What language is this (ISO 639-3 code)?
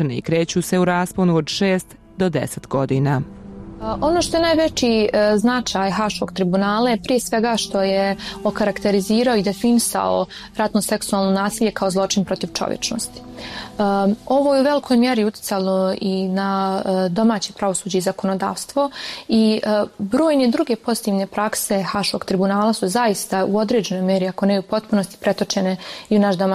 bos